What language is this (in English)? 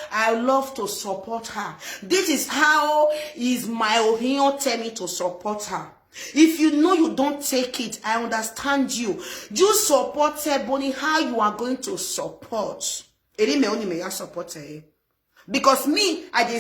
Nigerian Pidgin